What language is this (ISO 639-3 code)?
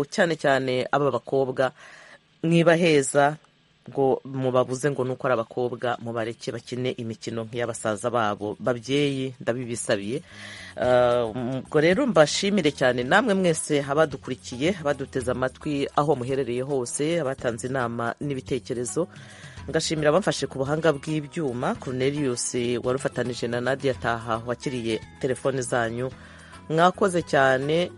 kin